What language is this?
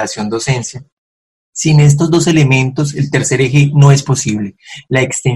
Spanish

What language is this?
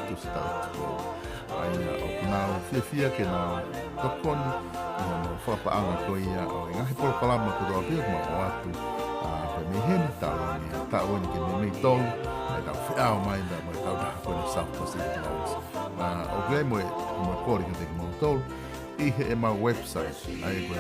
Tongan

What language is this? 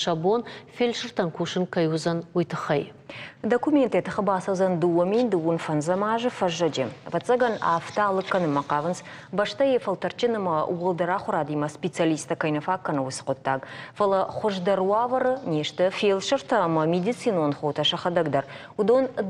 Ossetic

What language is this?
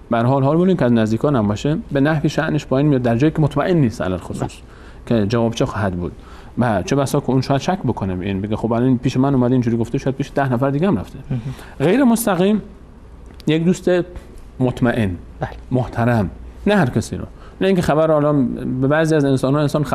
Persian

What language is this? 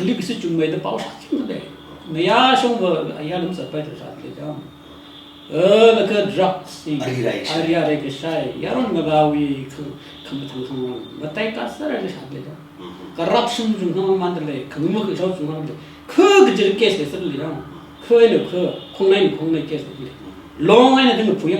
Tangkhul Naga (India)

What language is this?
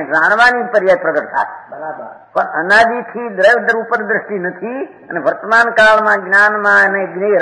Gujarati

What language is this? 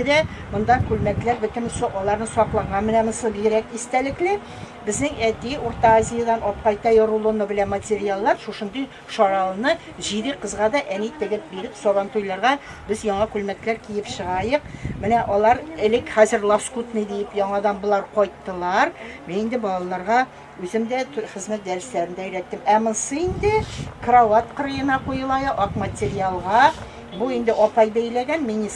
Tatar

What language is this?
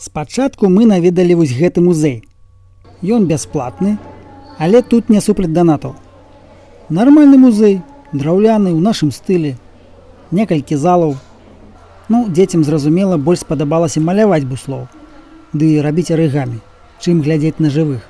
Belarusian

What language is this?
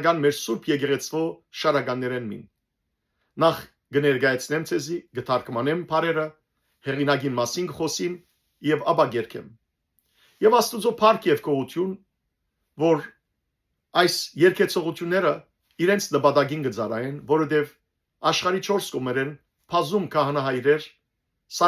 Western Armenian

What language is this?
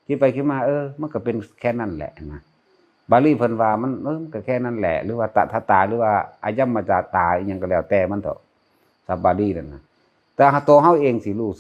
Northeastern Thai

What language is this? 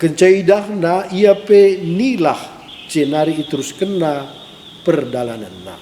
Batak Karo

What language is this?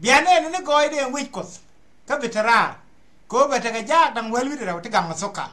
Nuer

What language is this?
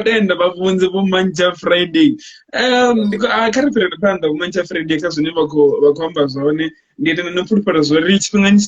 Venda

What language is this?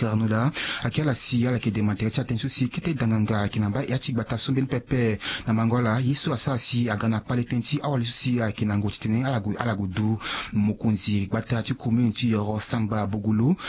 Sango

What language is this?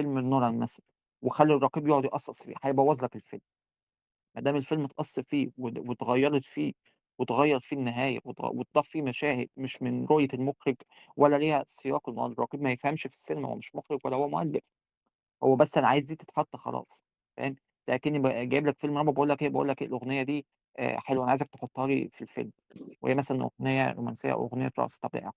Egyptian Arabic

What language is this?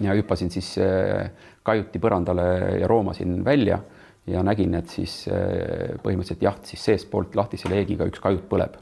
Estonian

